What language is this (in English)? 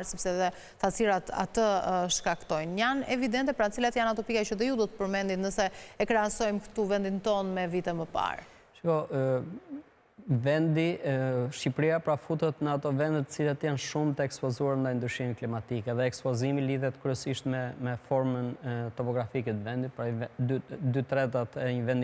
Albanian